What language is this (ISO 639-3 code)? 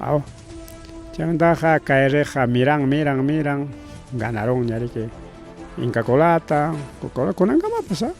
quy